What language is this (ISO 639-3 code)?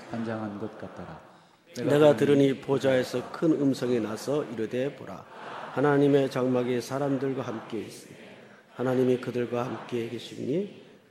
kor